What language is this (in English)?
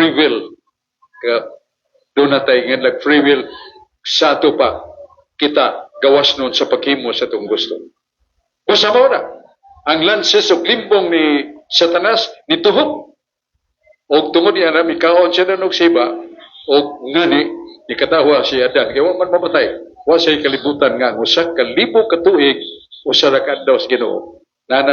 Cebuano